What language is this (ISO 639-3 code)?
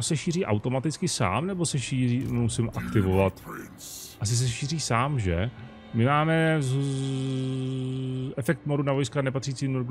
ces